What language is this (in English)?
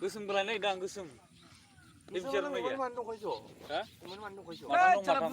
Bodo